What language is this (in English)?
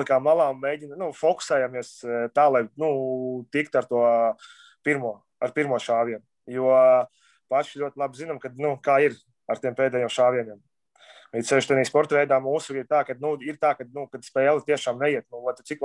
Latvian